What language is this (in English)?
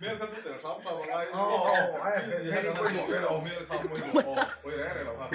Mizo